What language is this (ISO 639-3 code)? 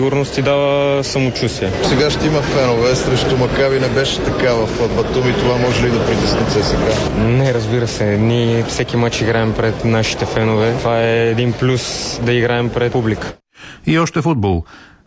bul